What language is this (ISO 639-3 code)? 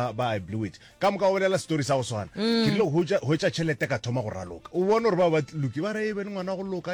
nso